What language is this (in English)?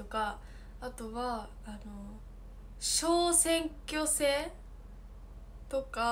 Japanese